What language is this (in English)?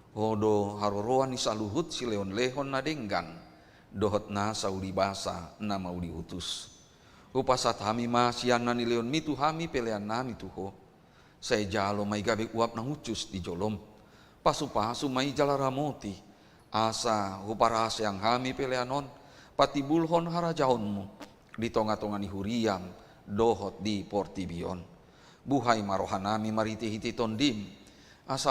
Batak Toba